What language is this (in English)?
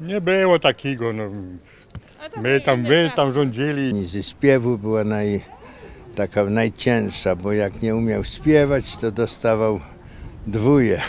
Silesian